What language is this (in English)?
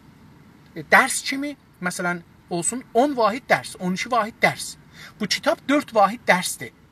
South Azerbaijani